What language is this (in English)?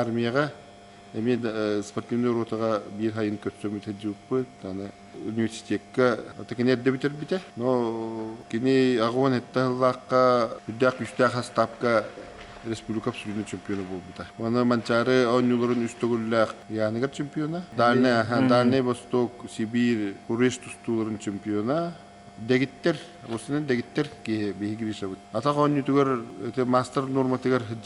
Yakut